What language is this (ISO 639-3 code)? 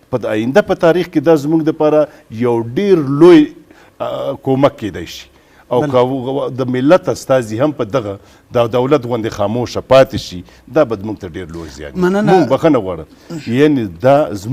pus